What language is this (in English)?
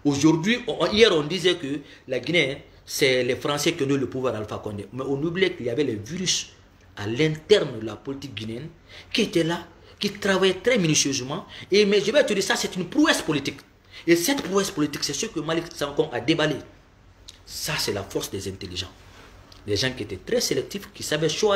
French